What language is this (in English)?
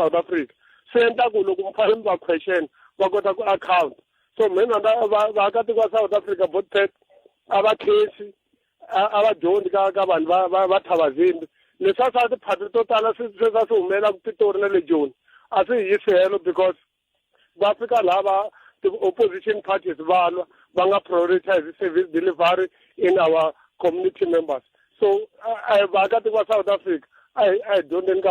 Tsonga